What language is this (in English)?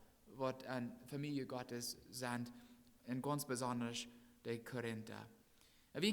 Plautdietsch